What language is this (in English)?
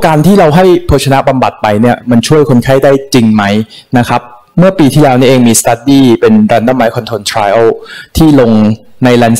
Thai